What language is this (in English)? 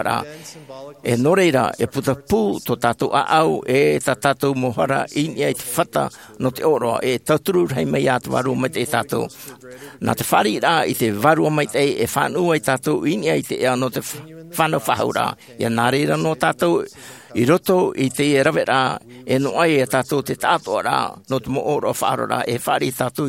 Tahitian